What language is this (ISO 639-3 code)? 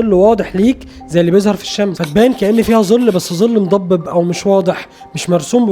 arz